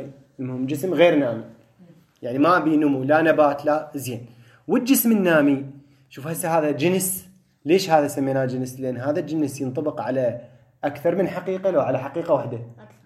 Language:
Mesopotamian Arabic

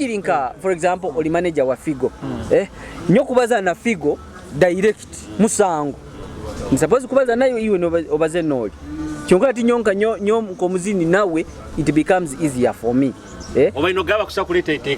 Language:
Nyoro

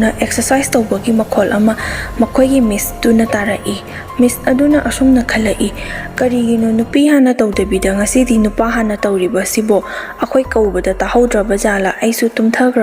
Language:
Manipuri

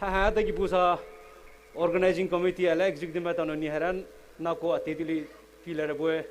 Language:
Poumei Naga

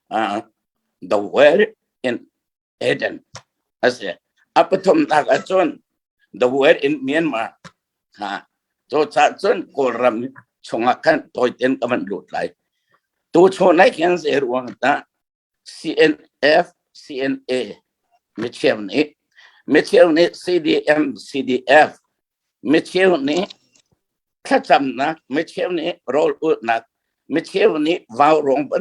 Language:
Hakha Chin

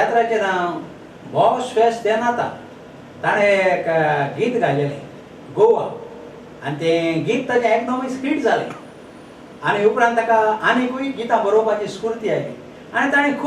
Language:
Konkani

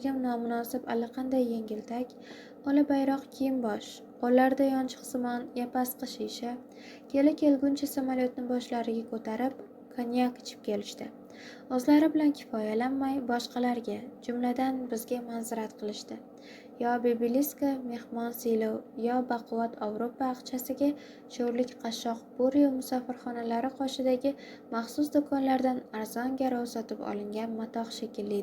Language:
Uzbek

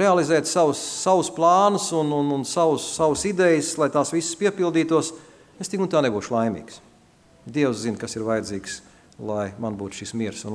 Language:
Latvian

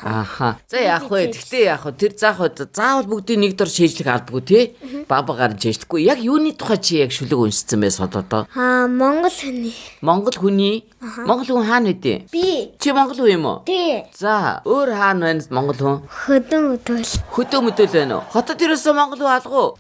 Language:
Mongolian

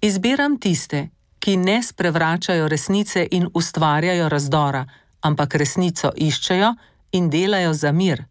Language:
Slovenian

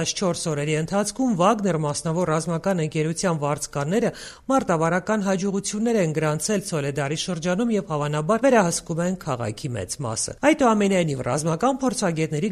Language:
Armenian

